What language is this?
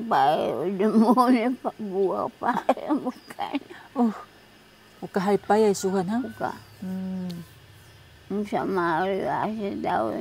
Taroko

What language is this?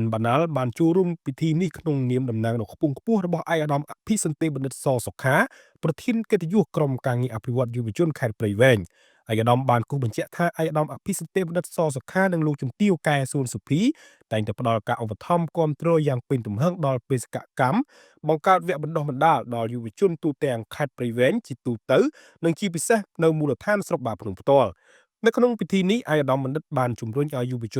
Khmer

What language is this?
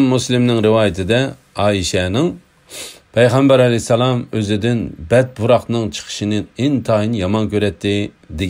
Uyghur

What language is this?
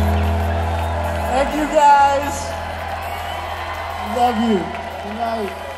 English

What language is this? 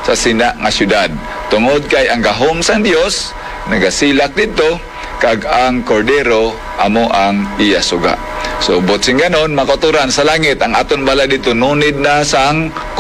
Hiligaynon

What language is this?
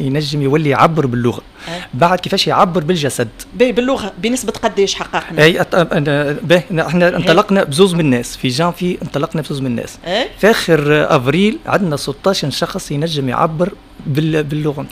Tunisian Arabic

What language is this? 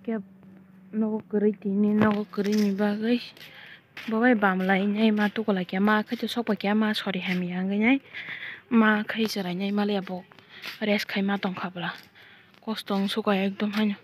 Kok Borok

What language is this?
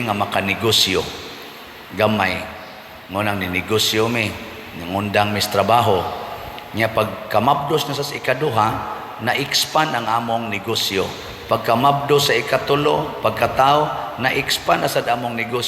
Cebuano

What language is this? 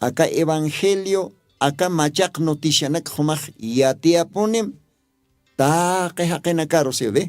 Aymara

